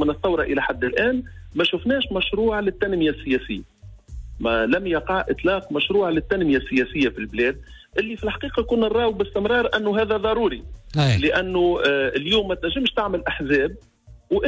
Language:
Tunisian Arabic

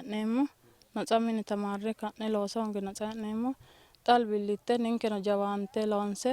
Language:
Sidamo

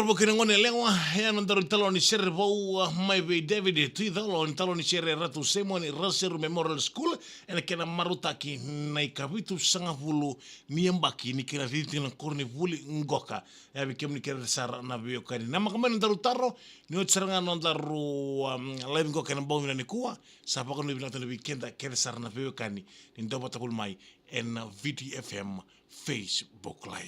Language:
Fijian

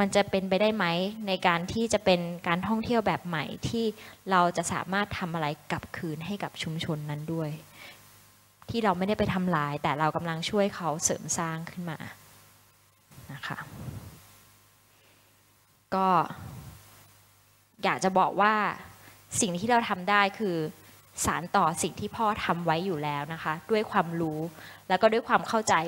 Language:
Thai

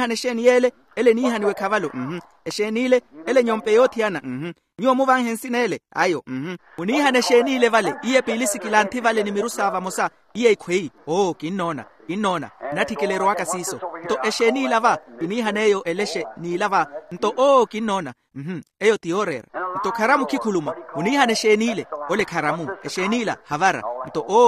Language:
Makhuwa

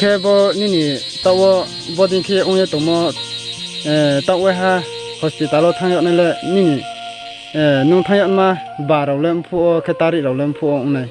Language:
Riang (India)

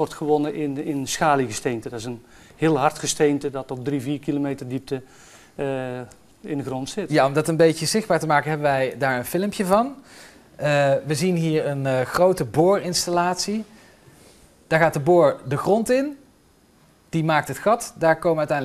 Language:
Dutch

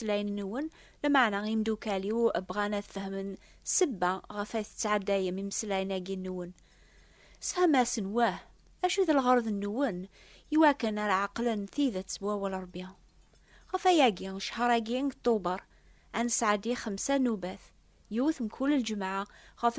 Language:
Kabyle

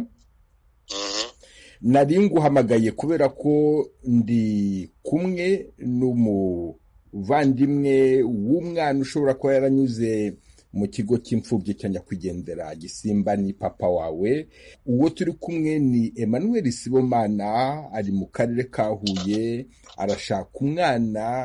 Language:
Kinyarwanda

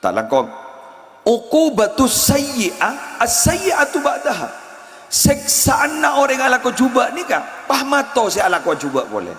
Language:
Madurese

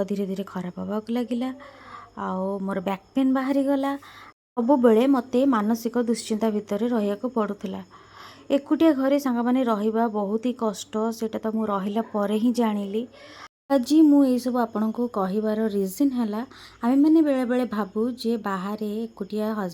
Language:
Odia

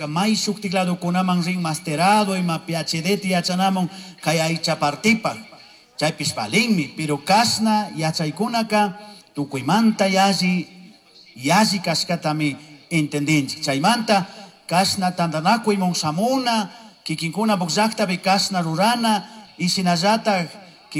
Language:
Chimborazo Highland Quichua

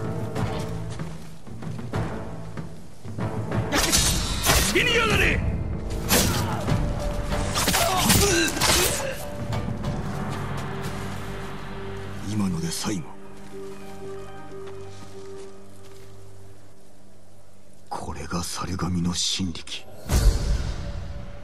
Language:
Japanese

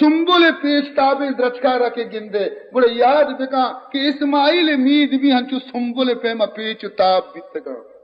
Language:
Baluchi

